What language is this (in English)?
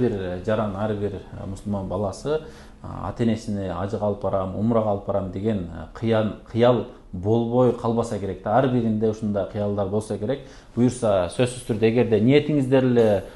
Kyrgyz